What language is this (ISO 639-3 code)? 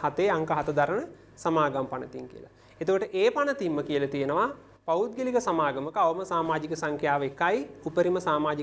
sin